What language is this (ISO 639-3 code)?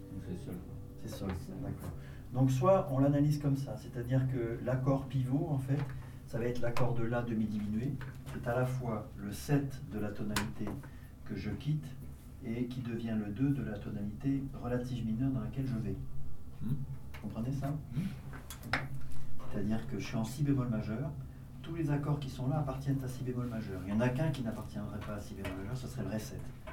fra